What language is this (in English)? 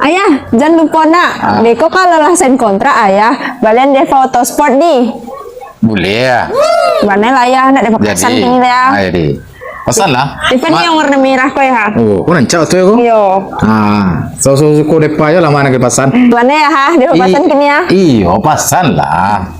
Minangkabau